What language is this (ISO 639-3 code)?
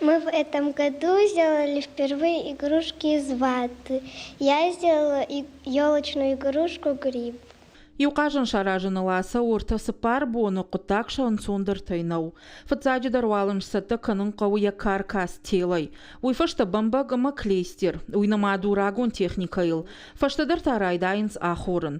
oss